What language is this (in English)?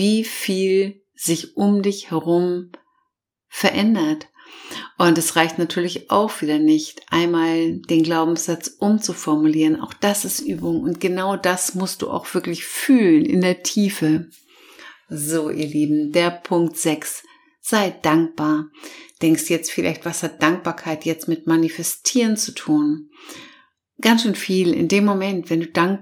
German